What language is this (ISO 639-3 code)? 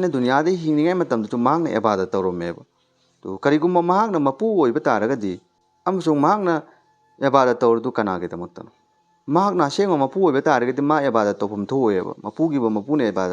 mni